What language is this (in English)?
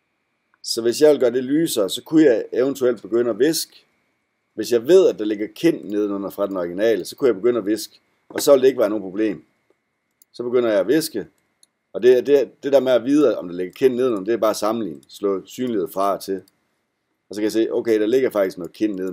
Danish